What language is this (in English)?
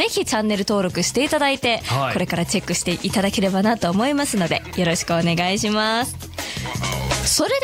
Japanese